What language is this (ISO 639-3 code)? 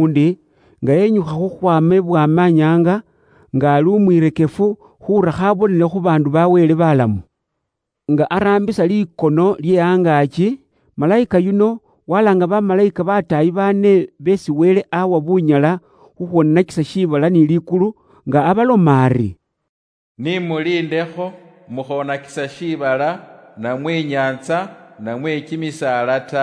luy